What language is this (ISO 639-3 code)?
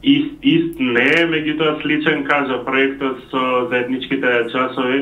mkd